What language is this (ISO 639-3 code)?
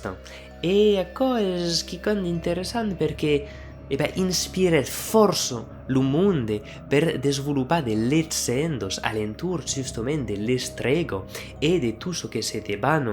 oci